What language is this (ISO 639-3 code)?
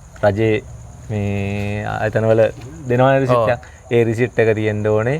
sin